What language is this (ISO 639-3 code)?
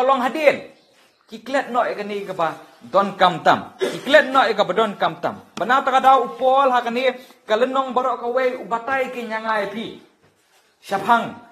kha